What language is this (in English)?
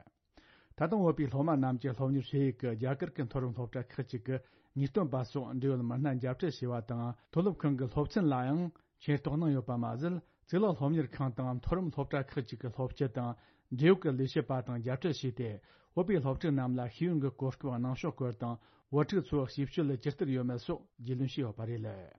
Tibetan